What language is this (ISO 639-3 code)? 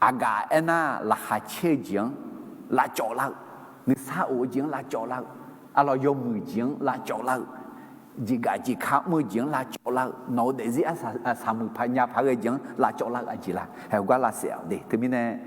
ahk